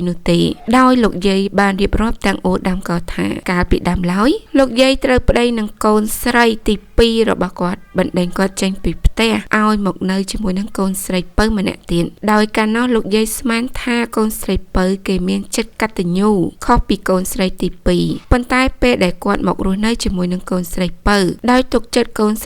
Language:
Khmer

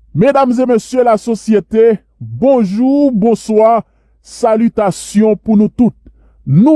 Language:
Haitian Creole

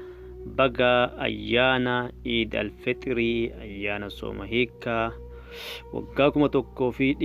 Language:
Oromo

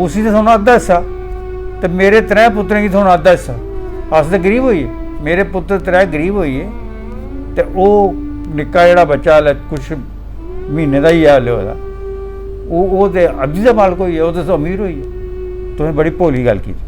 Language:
Dogri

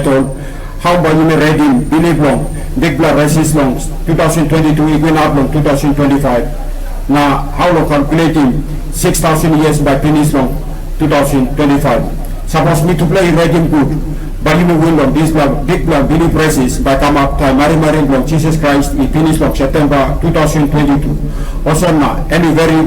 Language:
Tok Pisin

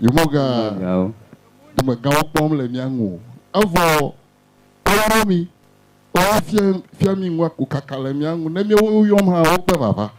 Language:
Ewe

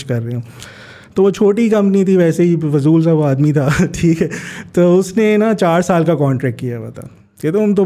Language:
Hindi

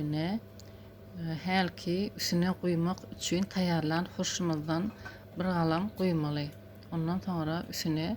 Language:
Turkmen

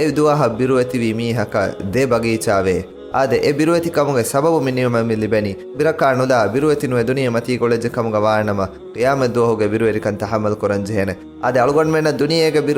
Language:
Divehi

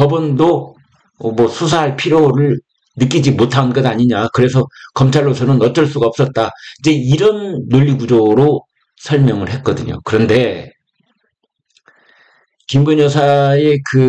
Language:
Korean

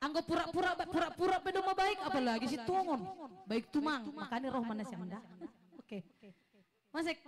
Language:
Batak Simalungun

